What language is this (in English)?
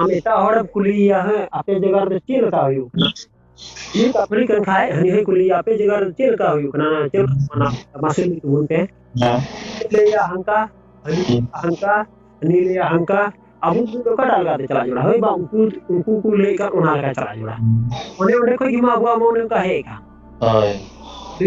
Santali